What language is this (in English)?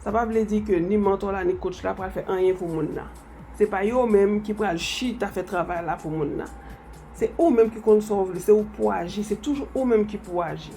Haitian Creole